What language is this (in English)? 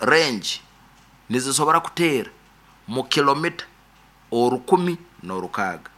Nyankole